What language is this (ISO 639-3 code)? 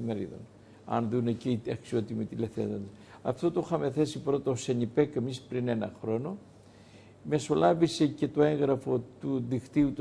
ell